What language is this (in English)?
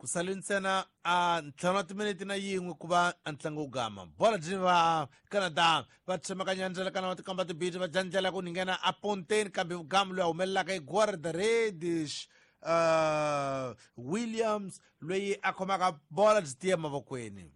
Tsonga